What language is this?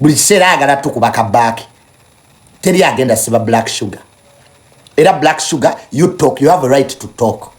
Ganda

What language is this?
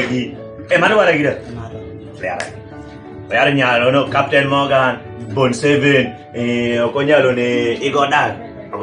Kumam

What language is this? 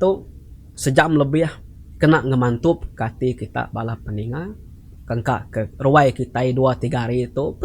Iban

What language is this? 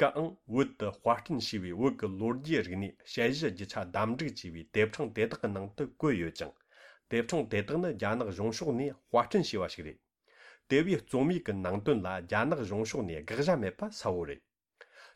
Tibetan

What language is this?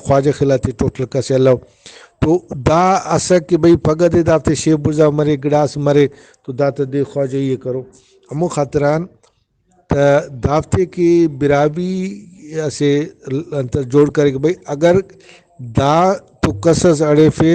Brahui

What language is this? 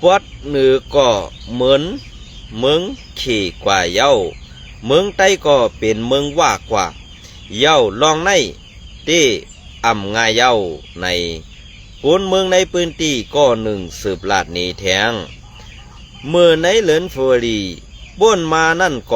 Shan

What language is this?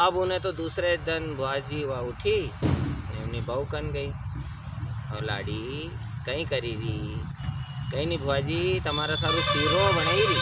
Rajasthani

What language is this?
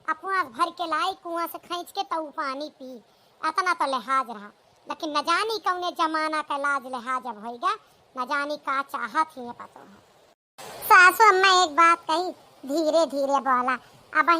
Awadhi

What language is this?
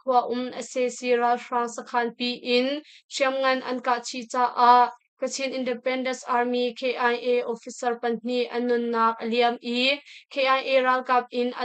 Hakha Chin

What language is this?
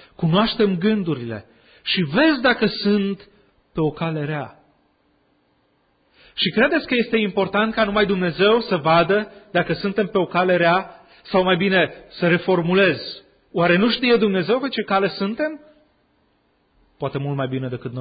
Romanian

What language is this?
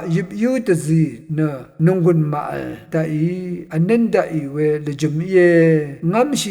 Rawang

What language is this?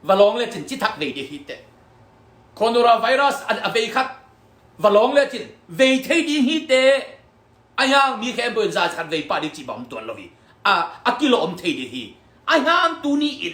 Tedim Chin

